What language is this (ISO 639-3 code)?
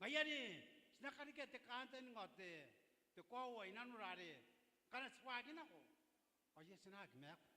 gil